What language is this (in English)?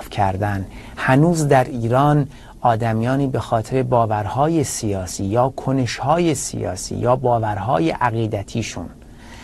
Persian